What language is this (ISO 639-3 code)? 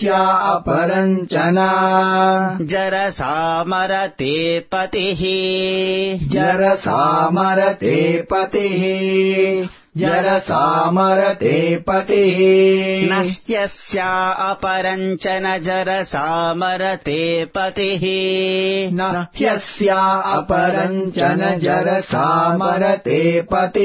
san